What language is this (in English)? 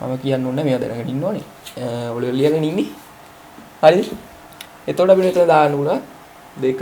Sinhala